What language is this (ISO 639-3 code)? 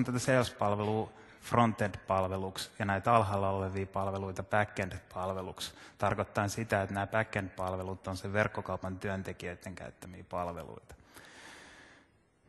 fin